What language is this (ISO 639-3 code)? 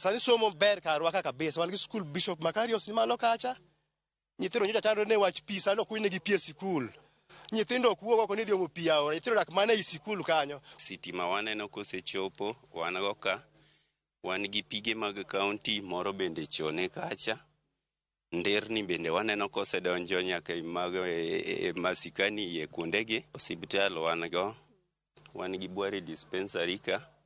luo